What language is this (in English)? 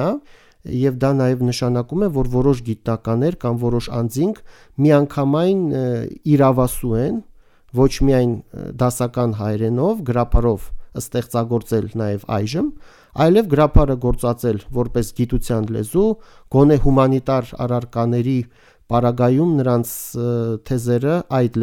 Armenian